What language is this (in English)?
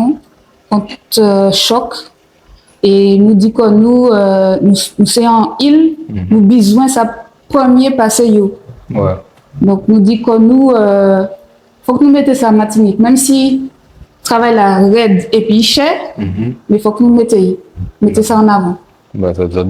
Guadeloupean Creole French